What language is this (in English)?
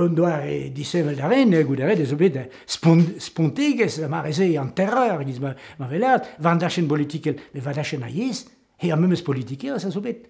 Breton